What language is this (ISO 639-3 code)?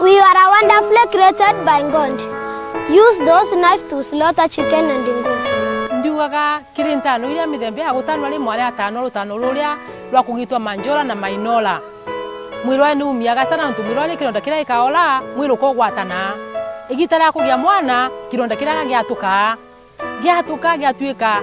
mer